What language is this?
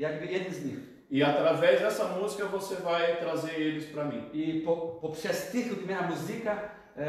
Polish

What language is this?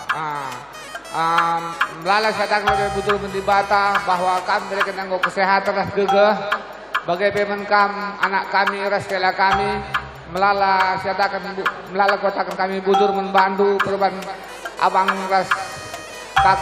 Batak Karo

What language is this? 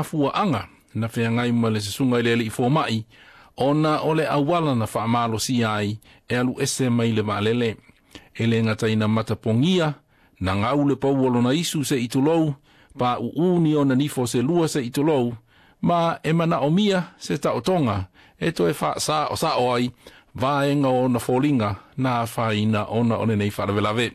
Samoan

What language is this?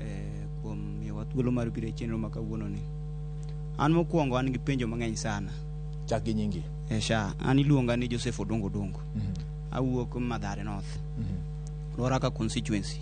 Luo (Kenya and Tanzania)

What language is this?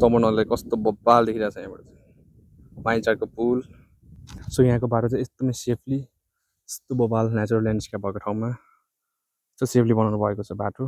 Nepali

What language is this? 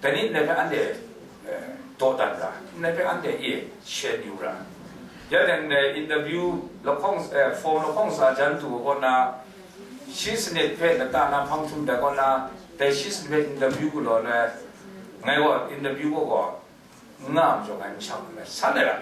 Kachin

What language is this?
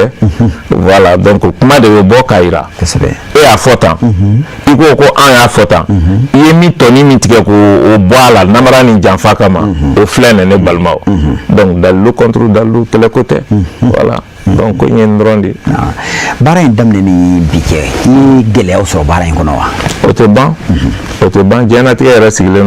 Bambara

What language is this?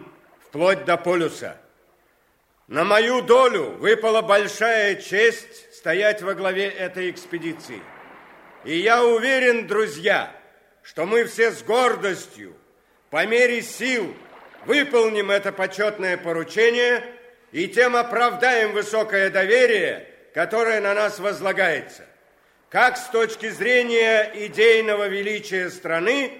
Russian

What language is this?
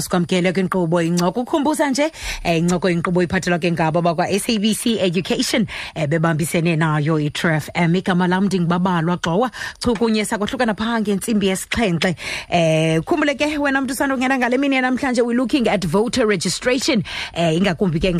Xhosa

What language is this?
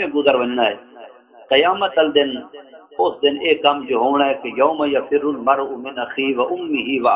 Saraiki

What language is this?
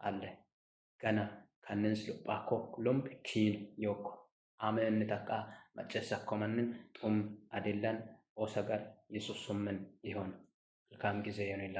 Amharic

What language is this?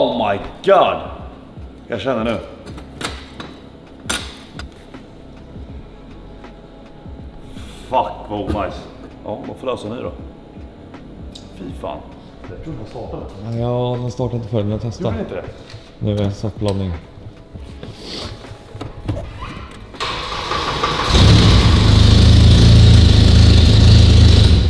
Swedish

